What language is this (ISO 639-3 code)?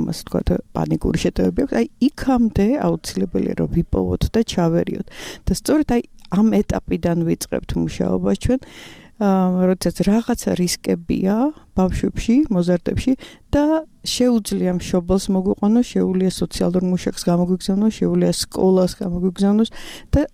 kat